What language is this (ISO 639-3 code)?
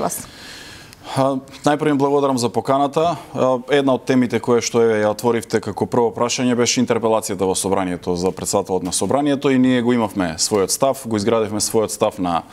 mkd